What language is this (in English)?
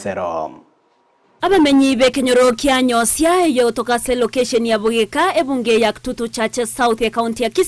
Gusii